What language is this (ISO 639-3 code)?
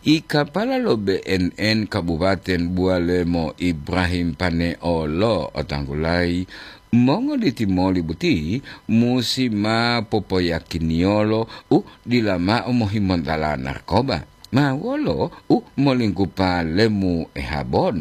gor